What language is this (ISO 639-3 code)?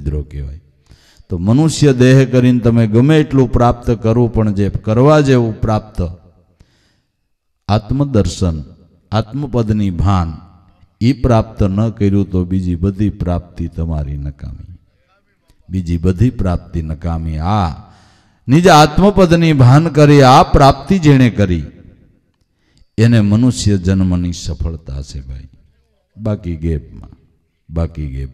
guj